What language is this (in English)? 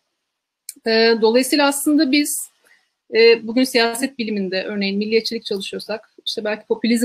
Turkish